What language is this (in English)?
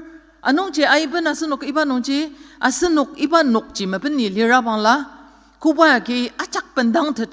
Ao Naga